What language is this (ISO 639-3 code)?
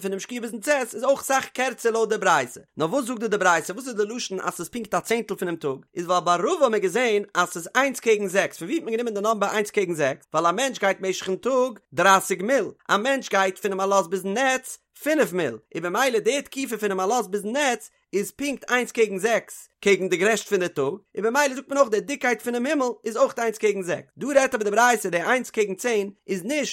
yid